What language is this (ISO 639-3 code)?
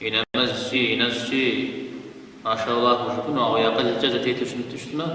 kbd